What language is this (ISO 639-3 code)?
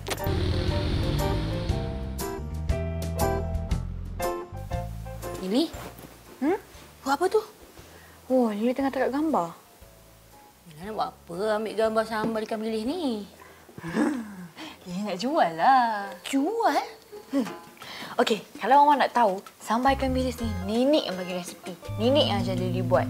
msa